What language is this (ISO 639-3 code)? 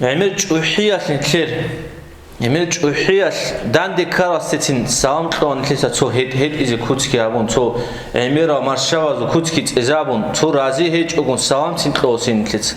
ava